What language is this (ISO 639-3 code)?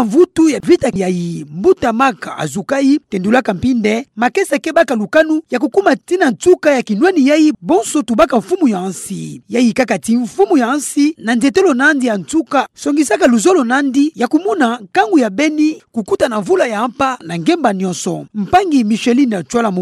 ktu